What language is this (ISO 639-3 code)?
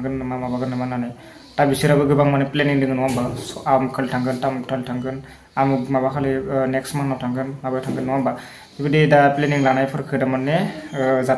brx